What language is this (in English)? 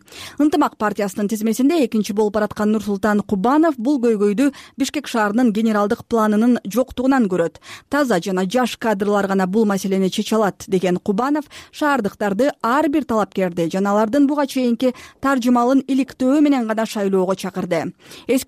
Kyrgyz